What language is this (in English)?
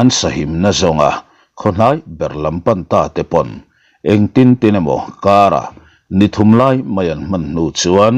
Mizo